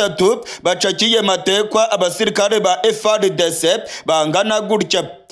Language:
Kinyarwanda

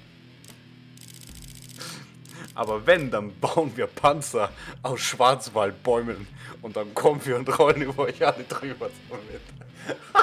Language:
German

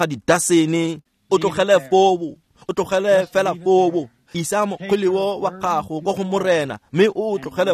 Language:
Tswana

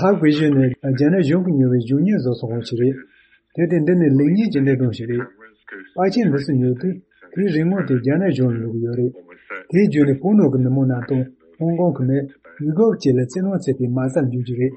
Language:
Tibetan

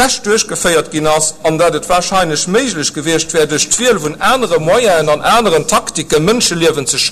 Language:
Luxembourgish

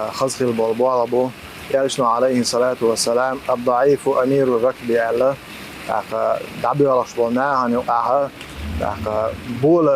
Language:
Chechen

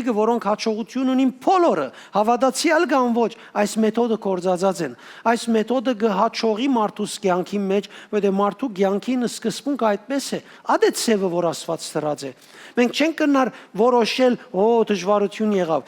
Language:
Western Armenian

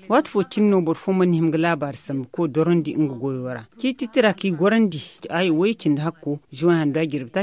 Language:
Zarma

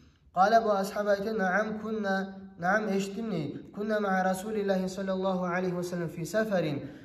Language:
Kumyk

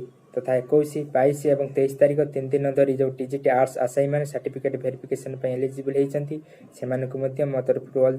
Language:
Odia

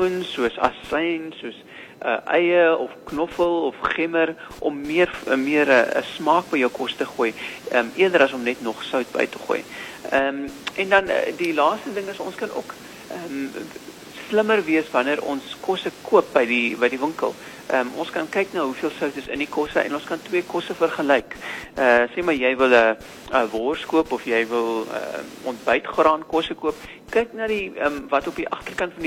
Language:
Afrikaans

